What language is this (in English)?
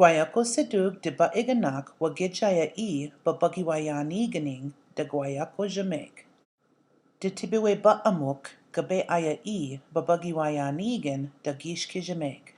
Chippewa